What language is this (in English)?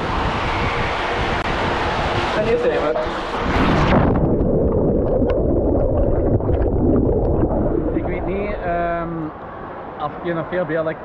Dutch